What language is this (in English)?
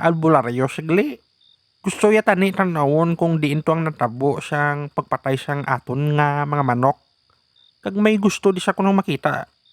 Hiligaynon